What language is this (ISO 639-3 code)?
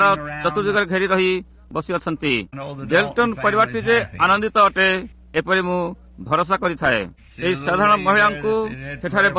ori